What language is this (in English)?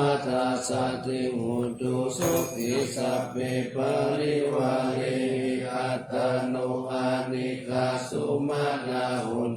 Pali